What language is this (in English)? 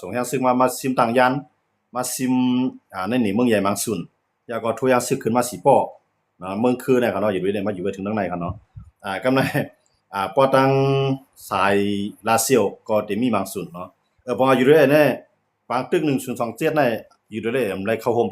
Shan